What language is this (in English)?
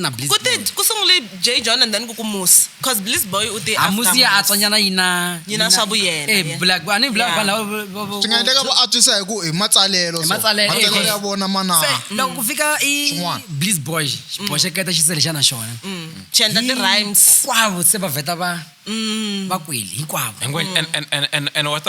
Tsonga